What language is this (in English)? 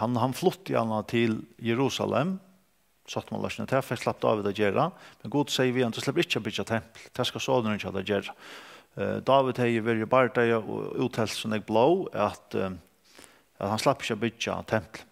Faroese